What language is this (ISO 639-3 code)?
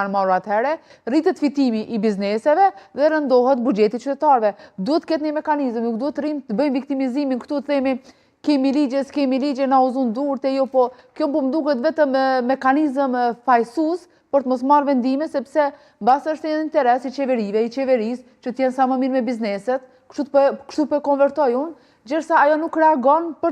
sqi